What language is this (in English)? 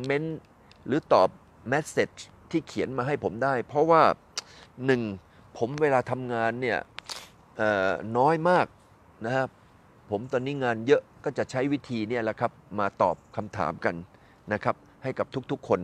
Thai